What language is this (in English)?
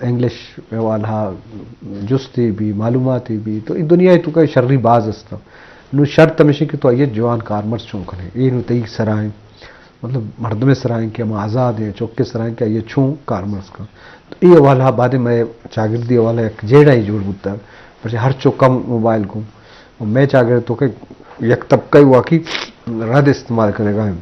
Baluchi